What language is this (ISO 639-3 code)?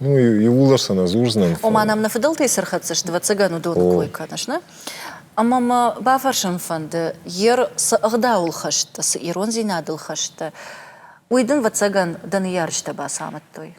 oss